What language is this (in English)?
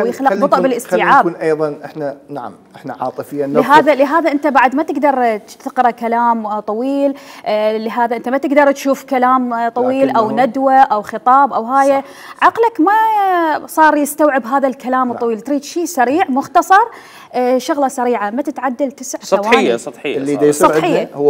Mesopotamian Arabic